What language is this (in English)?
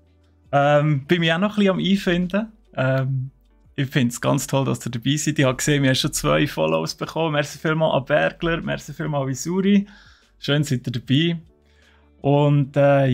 Swiss German